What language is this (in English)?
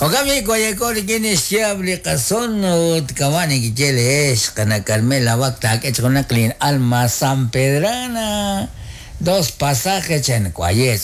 Kekchí